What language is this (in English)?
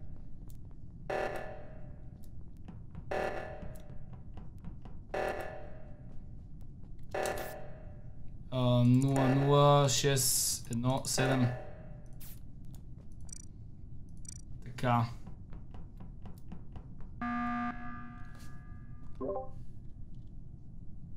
Bulgarian